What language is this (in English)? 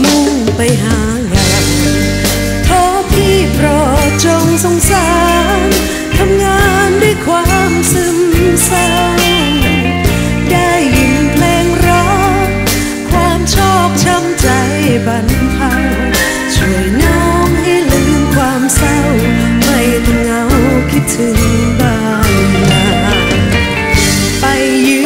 Thai